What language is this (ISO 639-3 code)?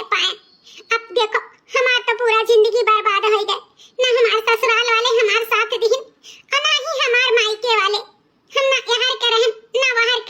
awa